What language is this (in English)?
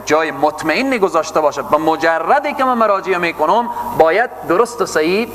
Persian